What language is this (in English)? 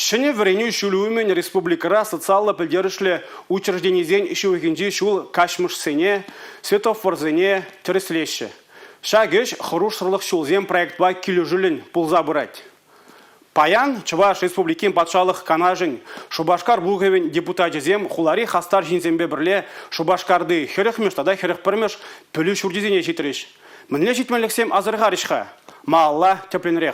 Chuvash